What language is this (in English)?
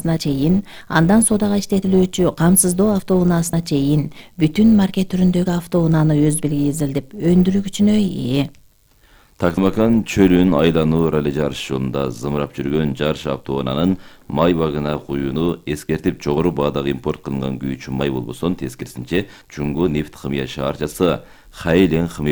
Kyrgyz